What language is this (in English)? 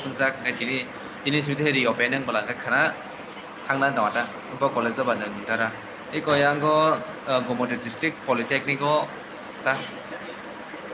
Kok Borok